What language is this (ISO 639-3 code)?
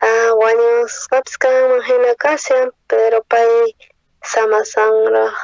quh